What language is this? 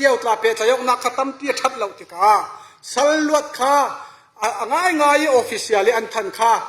Falam Chin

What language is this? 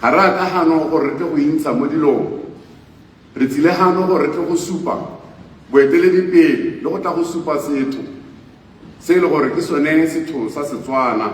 Tswana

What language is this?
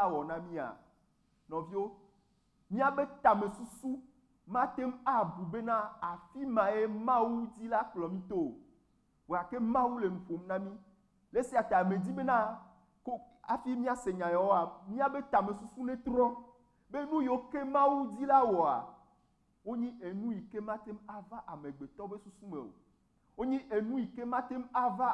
Ewe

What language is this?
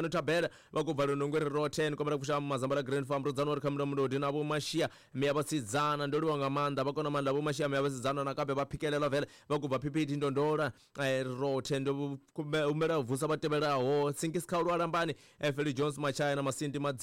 Tsonga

